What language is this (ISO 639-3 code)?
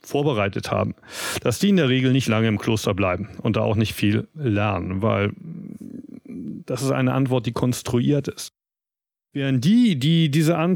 deu